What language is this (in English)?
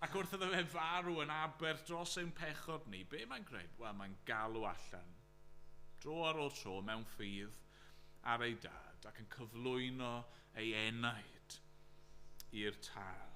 Welsh